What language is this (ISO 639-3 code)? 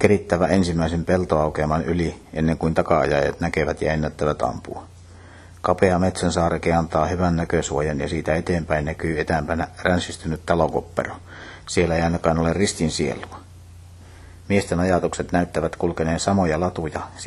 fin